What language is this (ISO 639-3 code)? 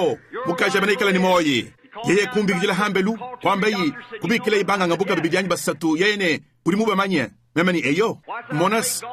lua